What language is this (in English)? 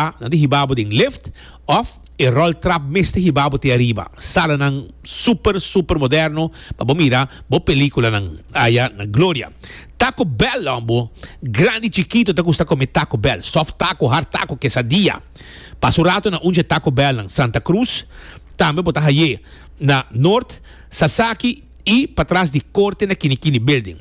Papiamento